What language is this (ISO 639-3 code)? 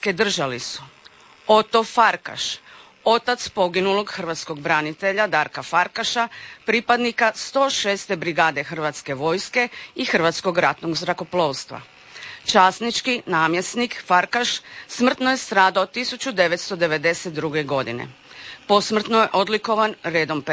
hrv